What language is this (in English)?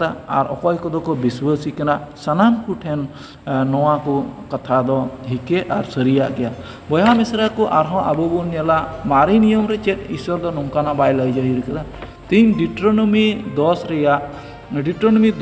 Santali